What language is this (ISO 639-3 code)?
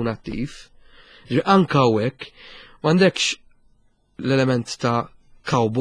mlt